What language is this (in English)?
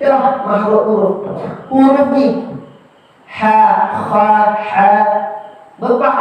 Achinese